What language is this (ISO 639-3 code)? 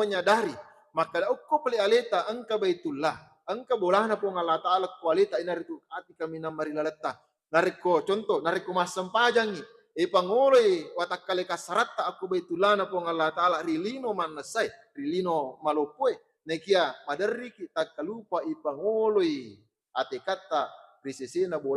bug